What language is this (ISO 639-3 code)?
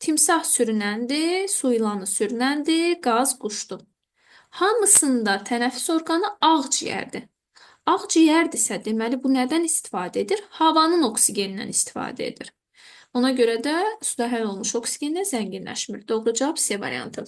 aze